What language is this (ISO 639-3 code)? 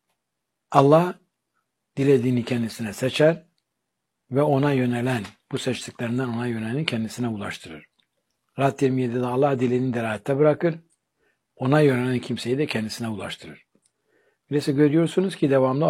tur